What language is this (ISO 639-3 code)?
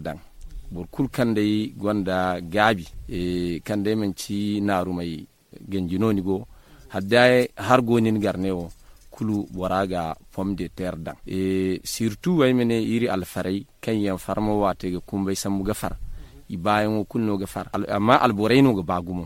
dje